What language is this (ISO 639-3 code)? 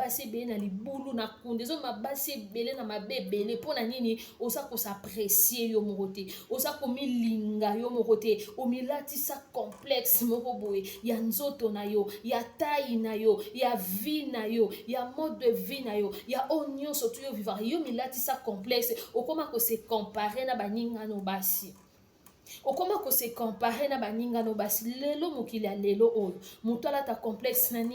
lin